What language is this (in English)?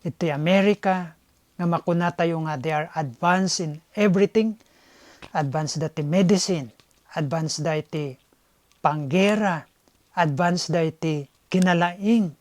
Iloko